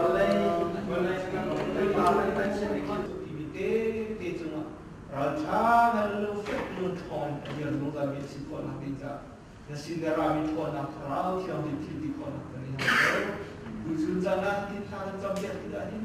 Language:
Hakha Chin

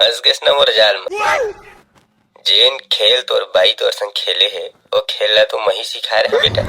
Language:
Chhattisgarhi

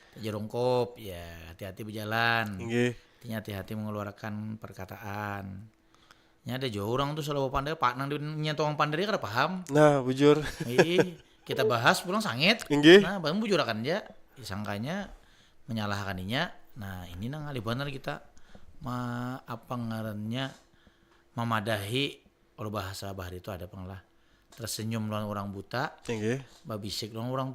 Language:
Banjar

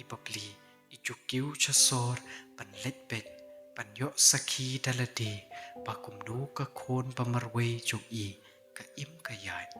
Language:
Khasi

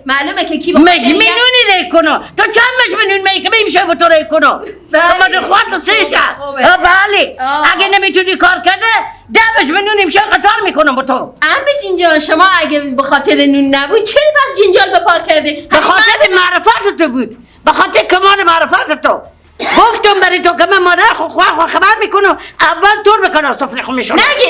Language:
Persian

